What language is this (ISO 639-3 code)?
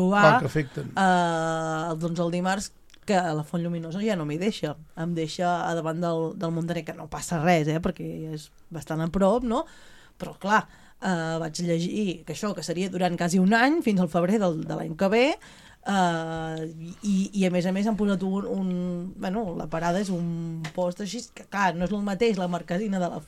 cat